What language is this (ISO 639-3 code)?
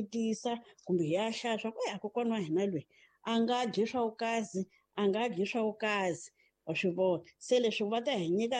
tso